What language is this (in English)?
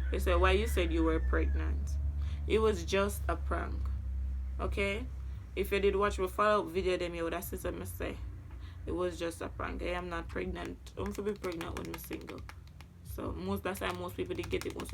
Jamaican Creole English